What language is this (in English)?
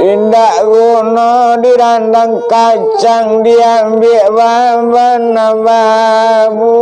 Minangkabau